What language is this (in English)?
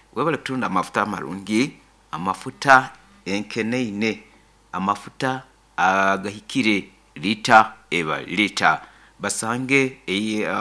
Nyoro